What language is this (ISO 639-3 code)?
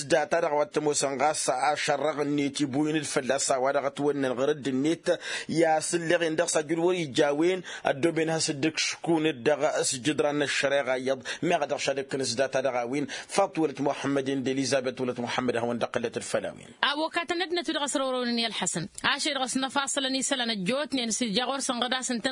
taq